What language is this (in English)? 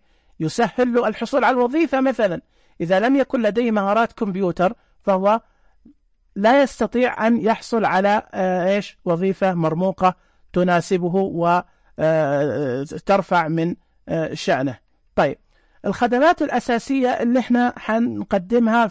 Najdi Arabic